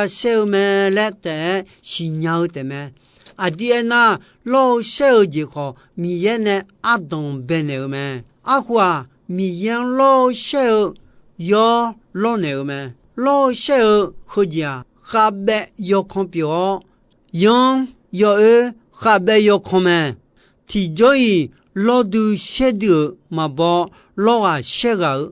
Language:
Akha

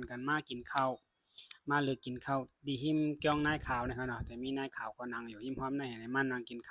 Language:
Shan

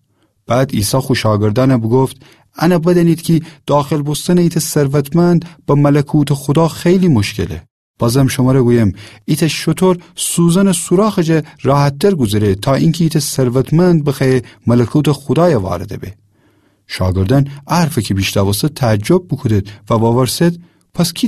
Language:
Gilaki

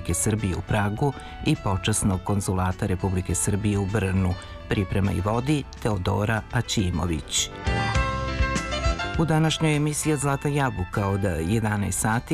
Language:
Serbian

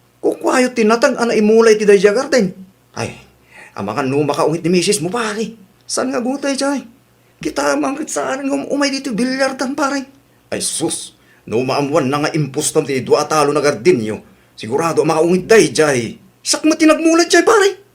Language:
Iloko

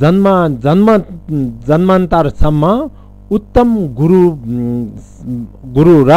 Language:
Nepali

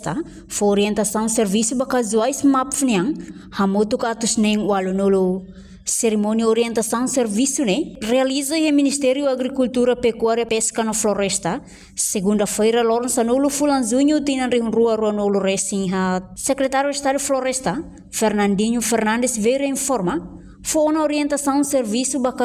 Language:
Tetum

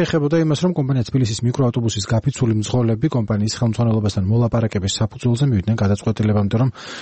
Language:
Georgian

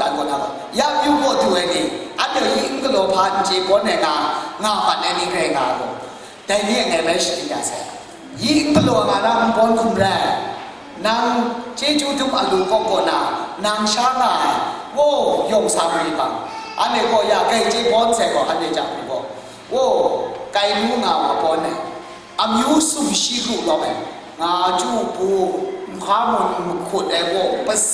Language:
Kachin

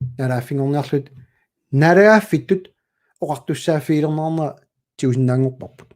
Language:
Kalaallisut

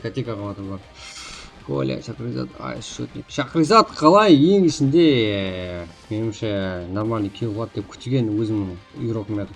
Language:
Kara-Kalpak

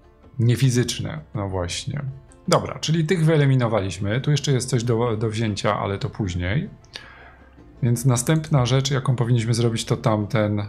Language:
Polish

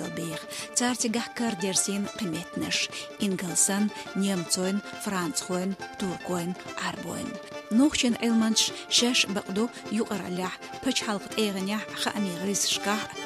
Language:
Chechen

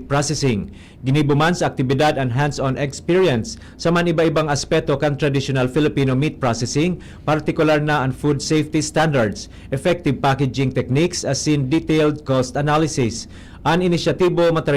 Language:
Bikol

